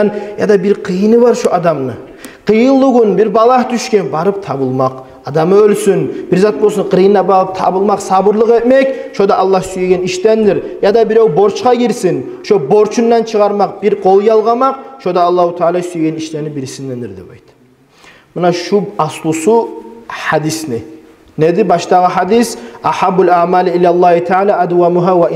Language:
Kumyk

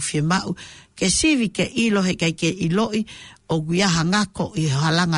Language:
Tongan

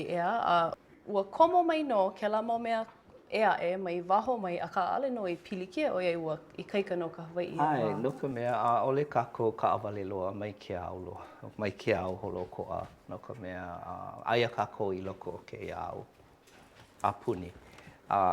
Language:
Hawaiian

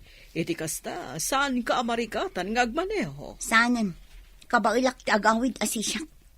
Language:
Iloko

